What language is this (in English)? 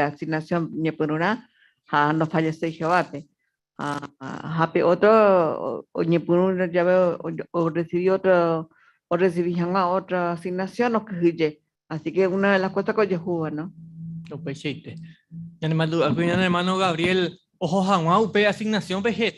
Guarani